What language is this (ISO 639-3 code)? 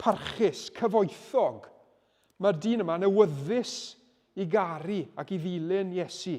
cym